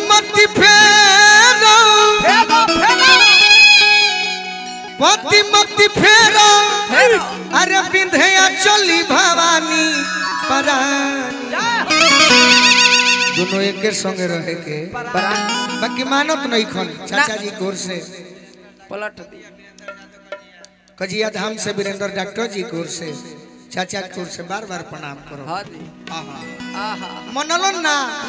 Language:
Bhojpuri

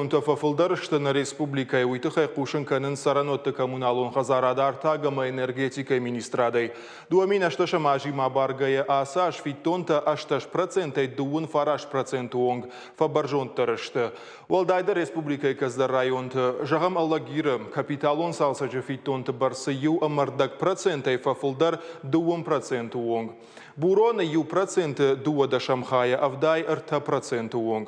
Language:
Ossetic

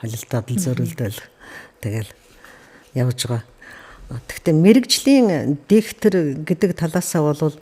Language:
Mongolian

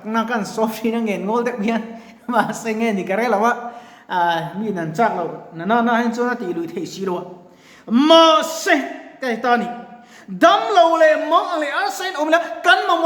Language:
Mizo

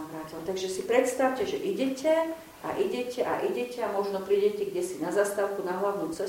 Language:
Slovak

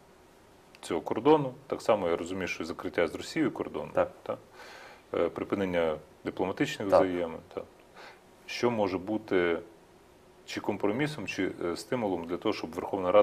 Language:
Ukrainian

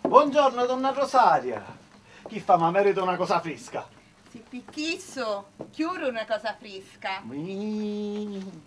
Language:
Sicilian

